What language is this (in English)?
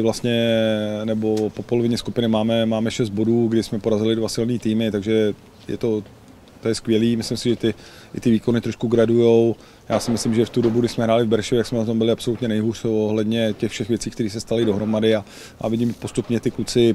Czech